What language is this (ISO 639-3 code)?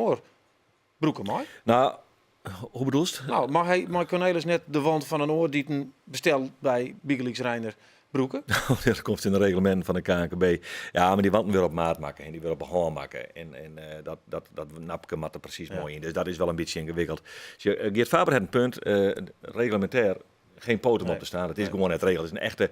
fry